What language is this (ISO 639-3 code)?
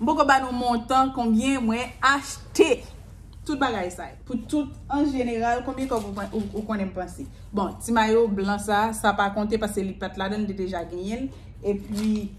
hat